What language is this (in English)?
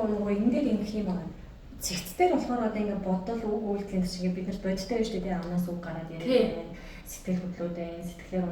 Mongolian